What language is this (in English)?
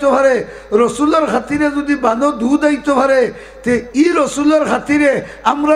Sylheti